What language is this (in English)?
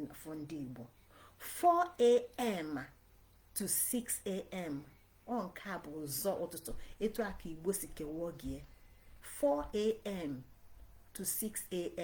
Igbo